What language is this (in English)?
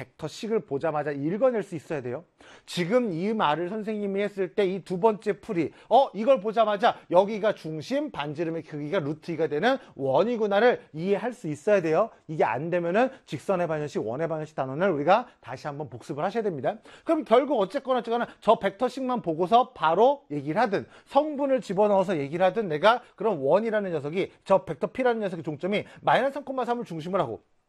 Korean